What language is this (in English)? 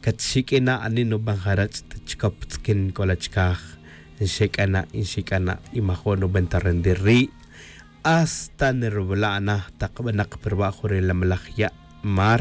Tz'utujil